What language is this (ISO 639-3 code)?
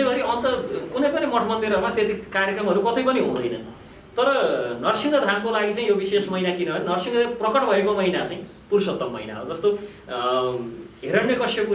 nep